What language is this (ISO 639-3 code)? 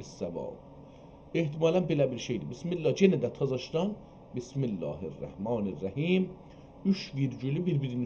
azb